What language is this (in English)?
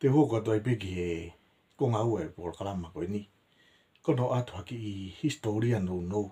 Tongan